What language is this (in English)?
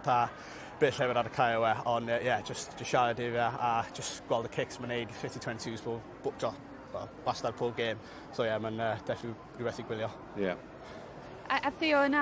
Welsh